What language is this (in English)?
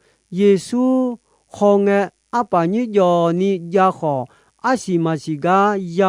Akha